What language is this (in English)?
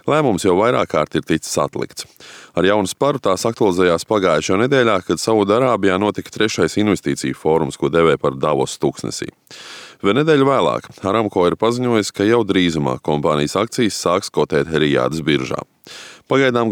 Latvian